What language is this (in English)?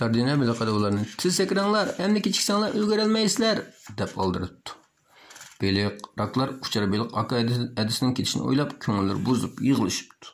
Uyghur